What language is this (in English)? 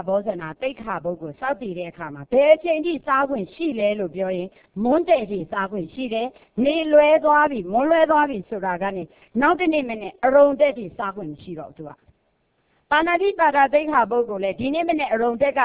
Burmese